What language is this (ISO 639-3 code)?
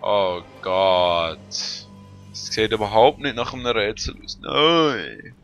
gsw